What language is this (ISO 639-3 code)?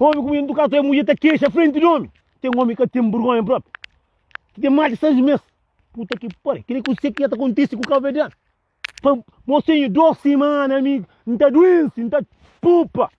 kea